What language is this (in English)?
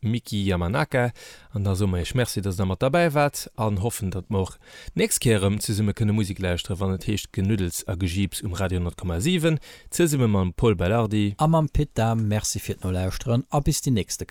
Luxembourgish